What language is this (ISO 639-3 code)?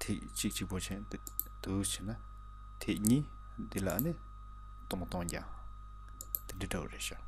bod